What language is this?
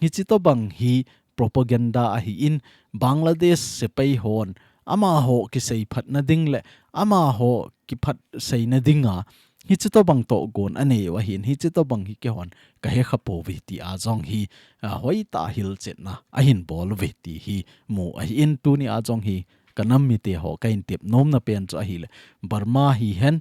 Thado Chin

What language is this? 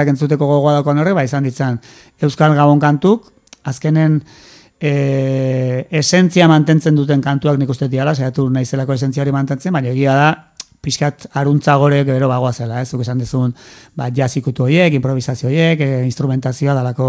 Basque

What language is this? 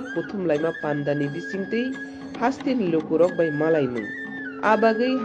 Kok Borok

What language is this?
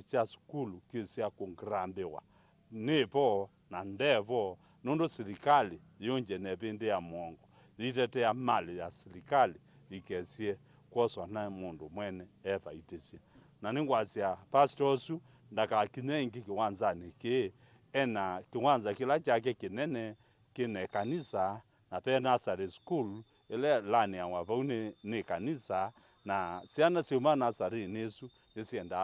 Kamba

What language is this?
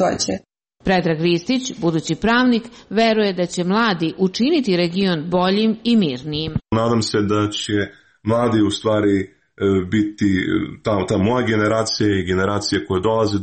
Serbian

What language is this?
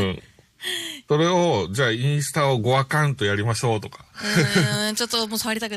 Japanese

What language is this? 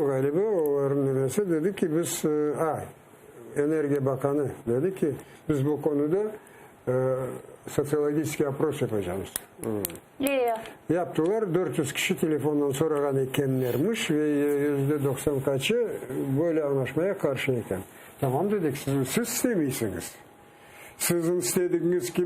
Crimean Tatar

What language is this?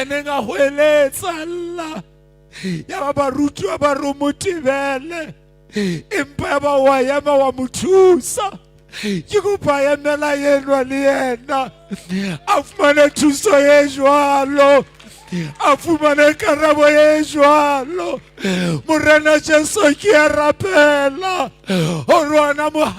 Southern Sotho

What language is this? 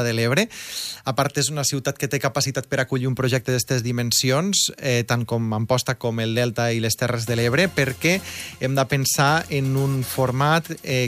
Catalan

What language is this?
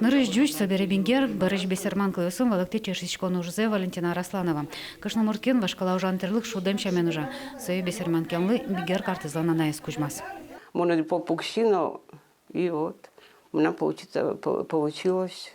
Udmurt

